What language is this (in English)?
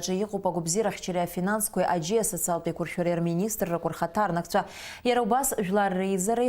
Abkhazian